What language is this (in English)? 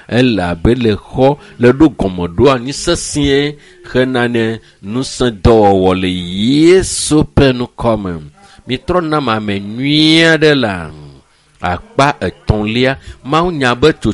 Ewe